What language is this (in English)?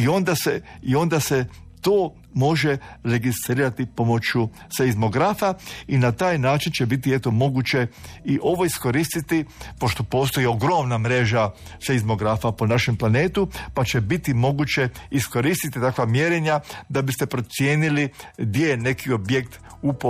Croatian